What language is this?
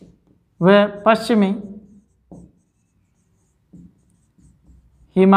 Hindi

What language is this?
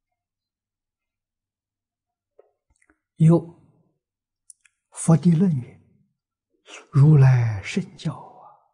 Chinese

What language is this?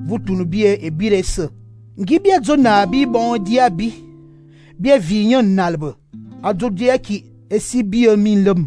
Fang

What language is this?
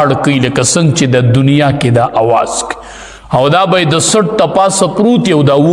Pashto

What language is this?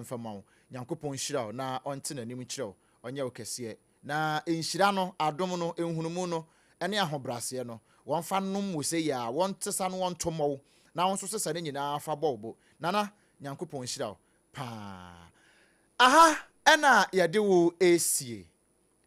Akan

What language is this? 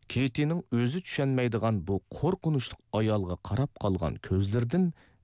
Uyghur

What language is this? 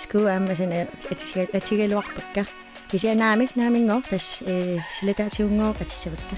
Kalaallisut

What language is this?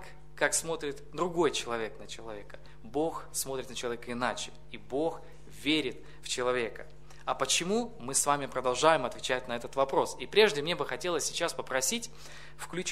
Russian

